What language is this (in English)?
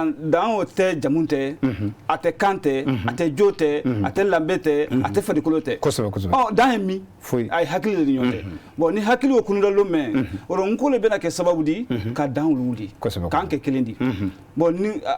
Bambara